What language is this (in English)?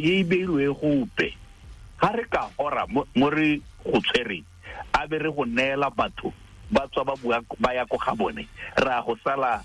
Tswana